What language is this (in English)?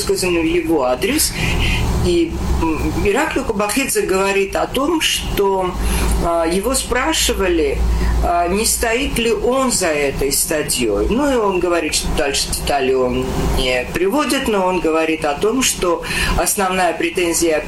Russian